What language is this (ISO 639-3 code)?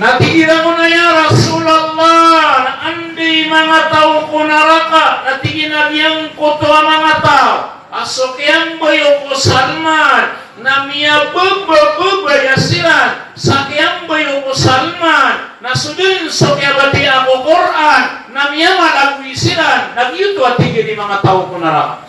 mrw